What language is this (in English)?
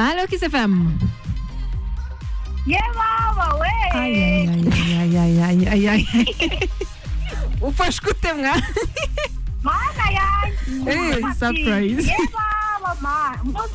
Kinyarwanda